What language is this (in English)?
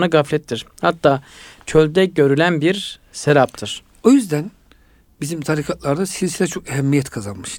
Turkish